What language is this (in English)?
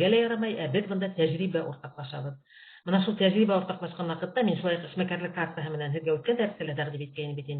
Bashkir